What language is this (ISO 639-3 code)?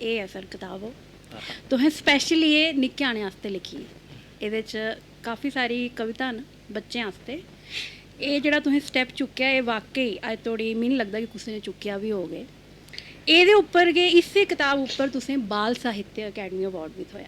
doi